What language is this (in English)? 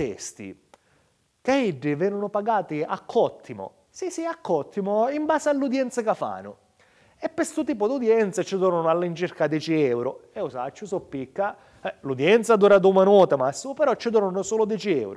Sicilian